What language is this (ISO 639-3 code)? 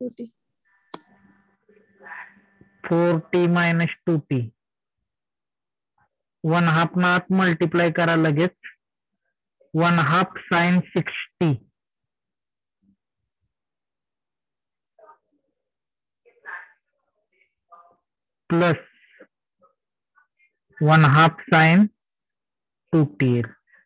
mar